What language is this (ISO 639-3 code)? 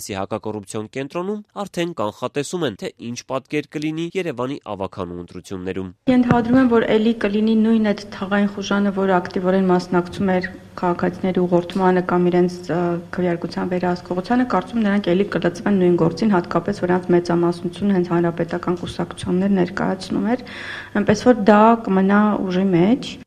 hye